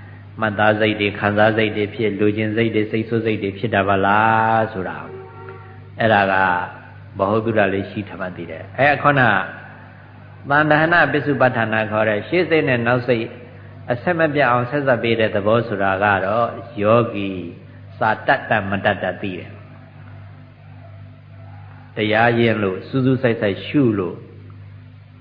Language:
Burmese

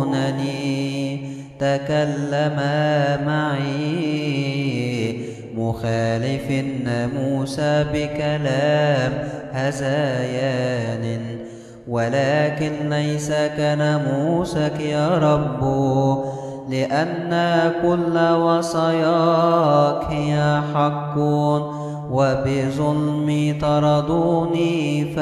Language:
Arabic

